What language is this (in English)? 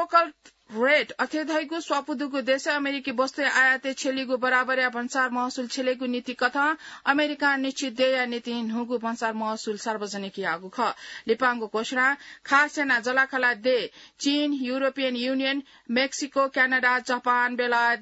Newari